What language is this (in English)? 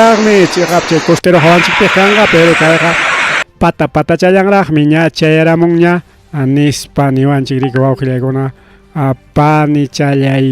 Ayacucho Quechua